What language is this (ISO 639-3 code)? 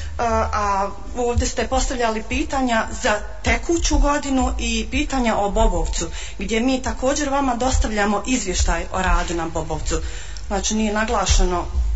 bos